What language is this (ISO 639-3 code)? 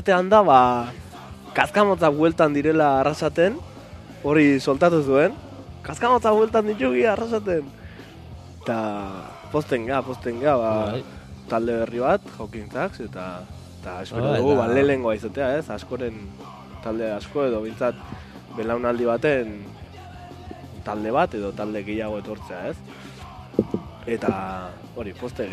eus